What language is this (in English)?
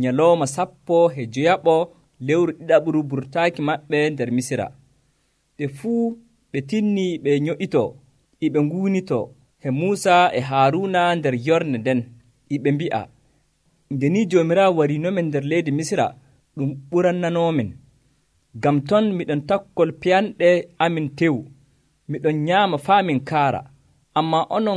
Nigerian Fulfulde